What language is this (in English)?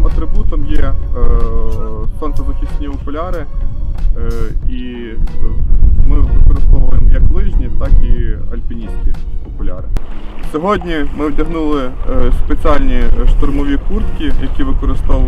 Ukrainian